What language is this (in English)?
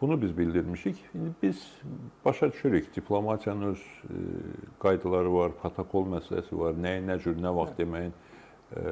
Azerbaijani